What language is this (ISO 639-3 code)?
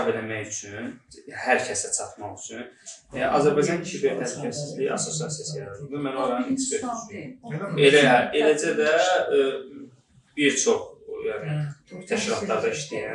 aze